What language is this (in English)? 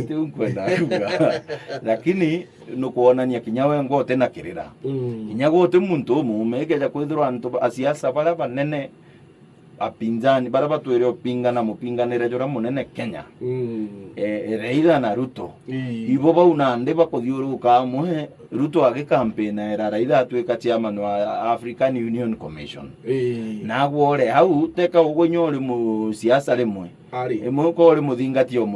Meru